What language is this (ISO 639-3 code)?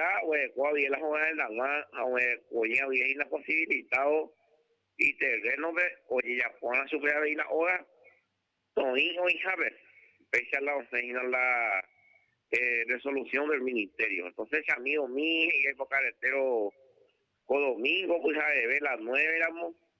grn